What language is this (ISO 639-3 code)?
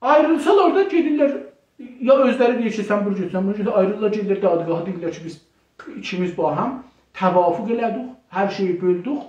azb